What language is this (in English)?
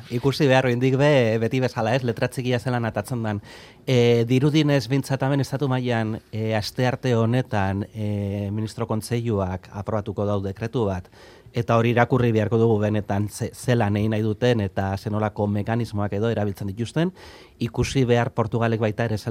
Basque